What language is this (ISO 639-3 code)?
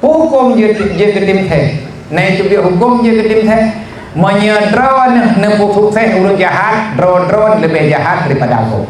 ace